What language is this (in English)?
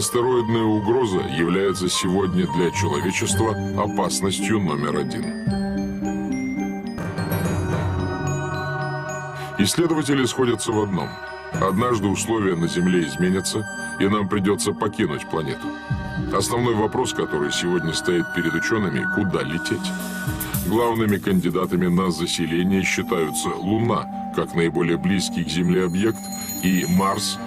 Russian